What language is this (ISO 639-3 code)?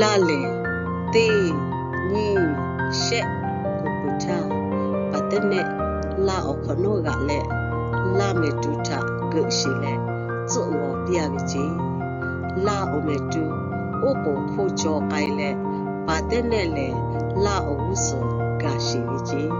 lhu